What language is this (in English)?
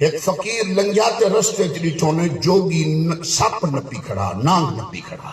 Saraiki